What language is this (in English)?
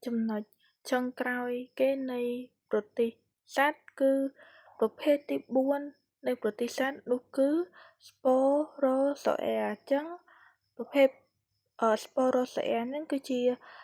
Khmer